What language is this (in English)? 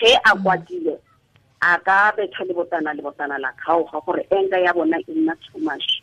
Tswana